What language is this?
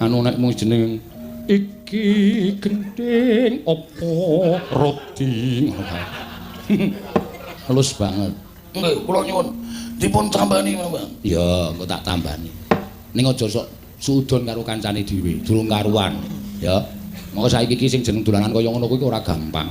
Javanese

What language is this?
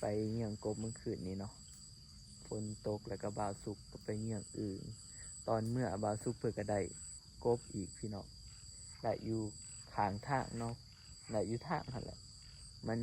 Northeastern Thai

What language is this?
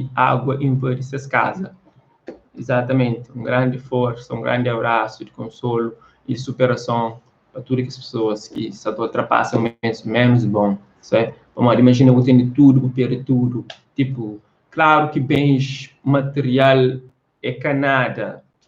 Kabuverdianu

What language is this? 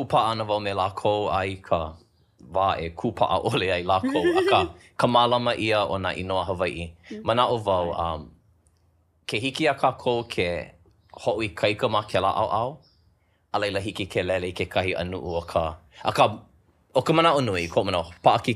Hawaiian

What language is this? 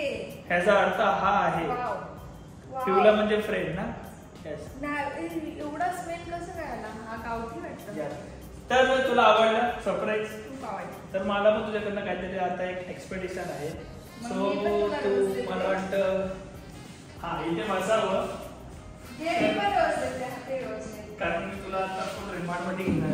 Marathi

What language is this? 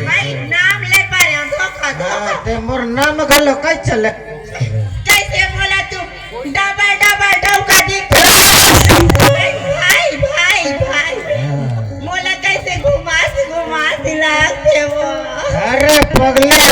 Chhattisgarhi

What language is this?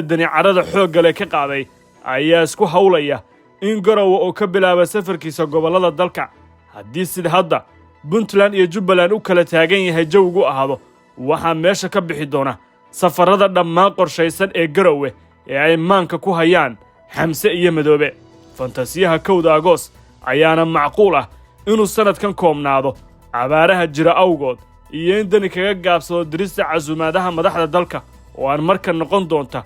Somali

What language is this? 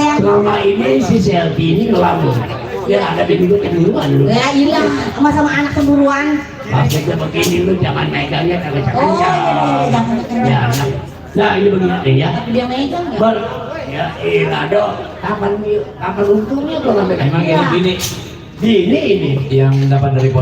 Betawi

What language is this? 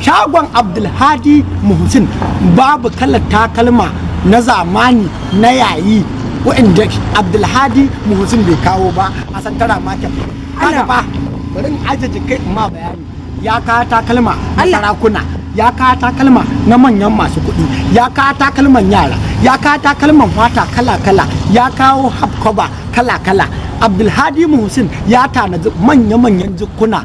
Hausa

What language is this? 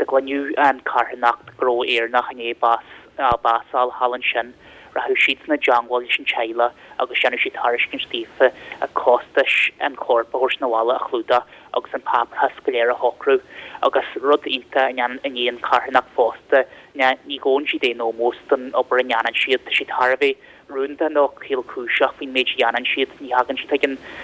Irish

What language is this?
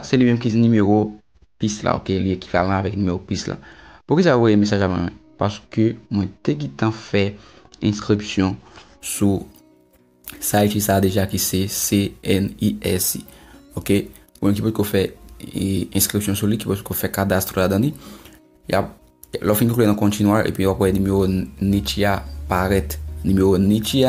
Haitian Creole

